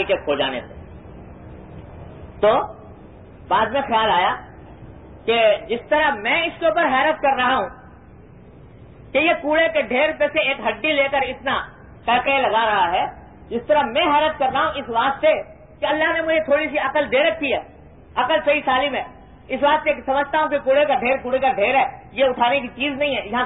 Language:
Urdu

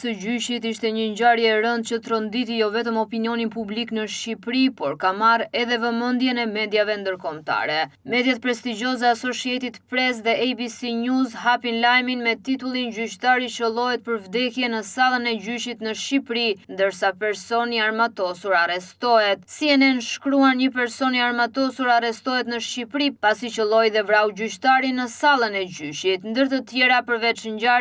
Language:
Albanian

